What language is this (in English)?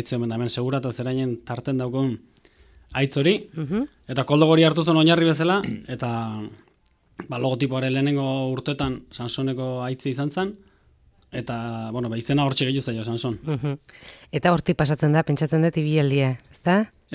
Basque